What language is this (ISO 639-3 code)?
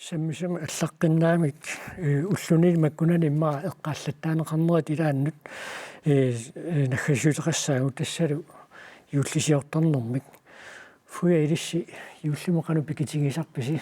kal